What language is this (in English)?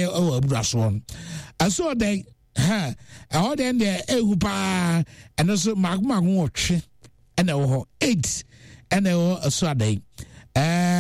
Akan